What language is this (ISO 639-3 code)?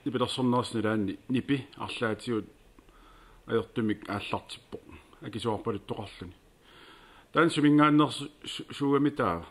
kal